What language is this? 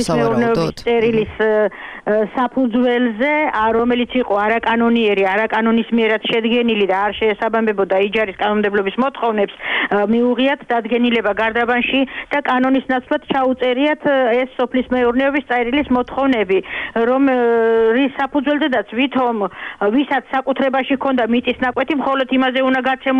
Georgian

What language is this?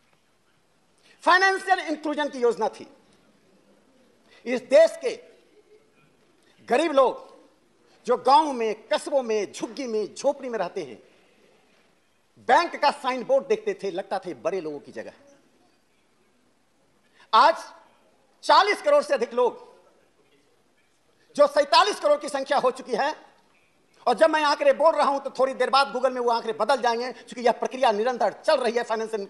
Hindi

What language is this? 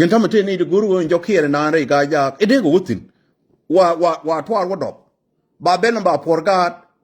Nuer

